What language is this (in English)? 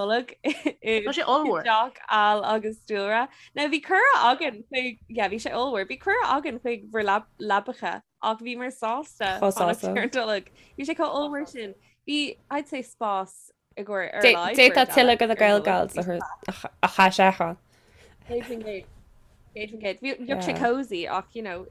Irish